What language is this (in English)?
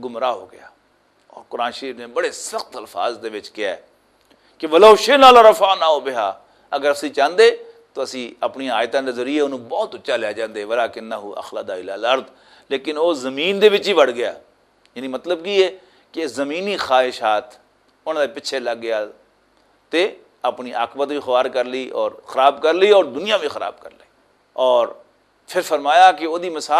Western Panjabi